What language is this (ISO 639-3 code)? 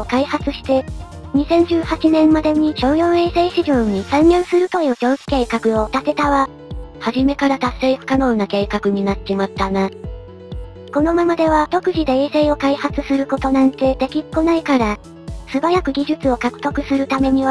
jpn